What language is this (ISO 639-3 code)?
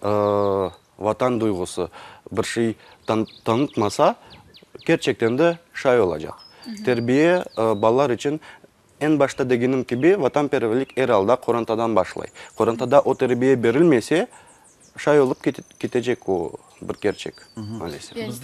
crh